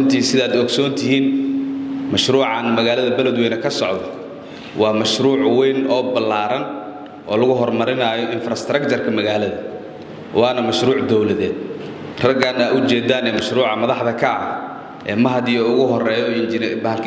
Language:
Somali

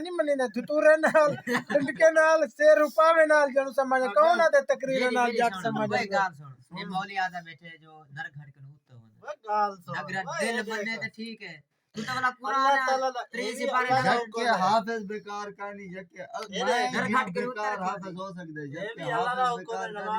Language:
Saraiki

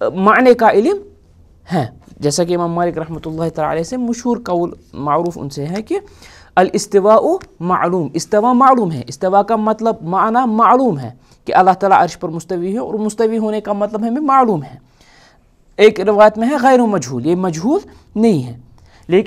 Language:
Urdu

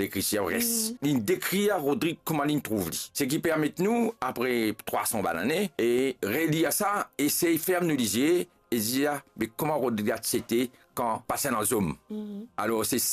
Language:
Morisyen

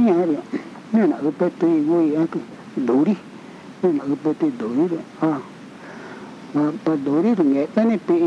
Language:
Vietnamese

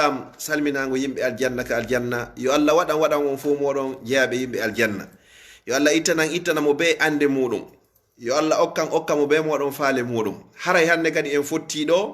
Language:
Fula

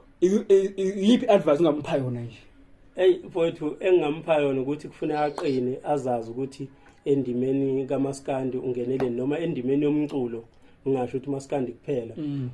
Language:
Zulu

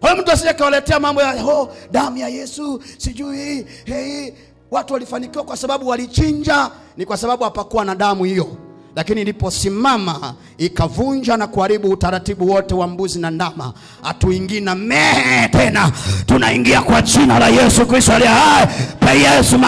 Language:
Swahili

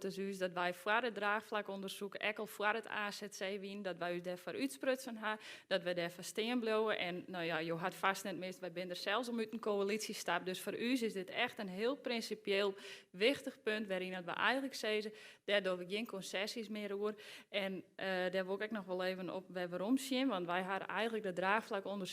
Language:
Western Frisian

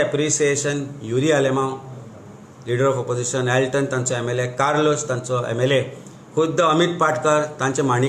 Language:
Konkani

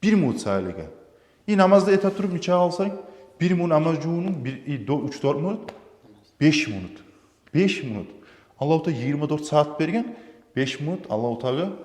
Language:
Kumyk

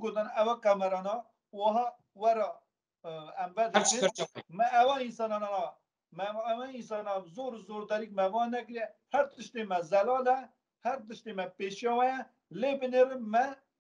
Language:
Kurdish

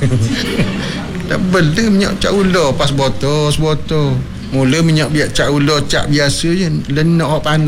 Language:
Malay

